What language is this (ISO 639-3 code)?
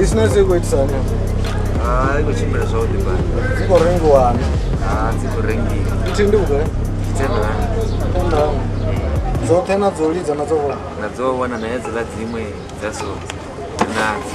ven